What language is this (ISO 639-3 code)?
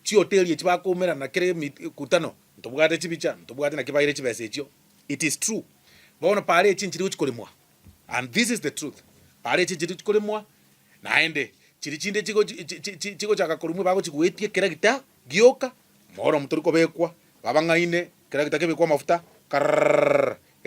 guz